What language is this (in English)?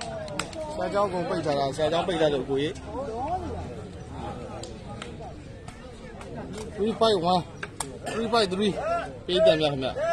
Burmese